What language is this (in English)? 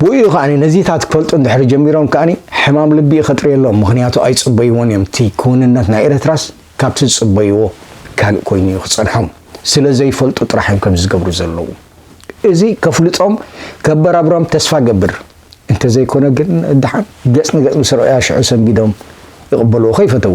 Tigrinya